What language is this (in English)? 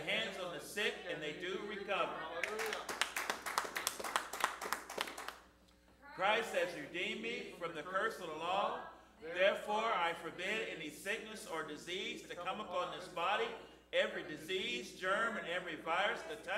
English